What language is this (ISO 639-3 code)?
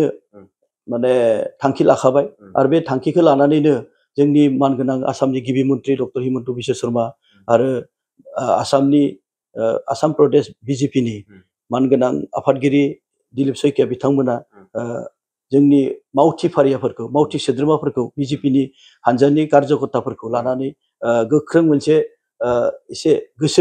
brx